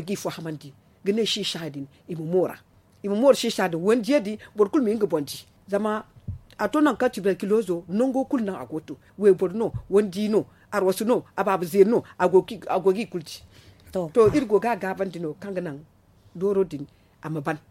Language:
Zarma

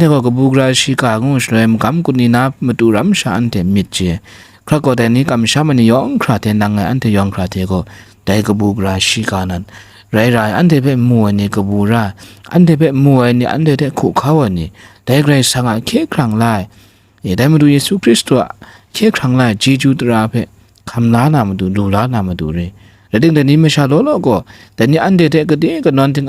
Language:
Kachin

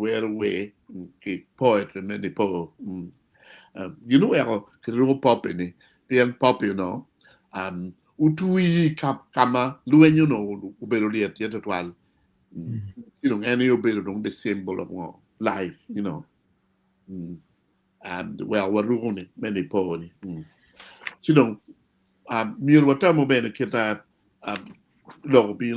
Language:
Acoli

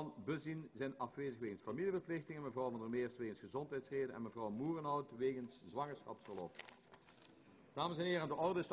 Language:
Dutch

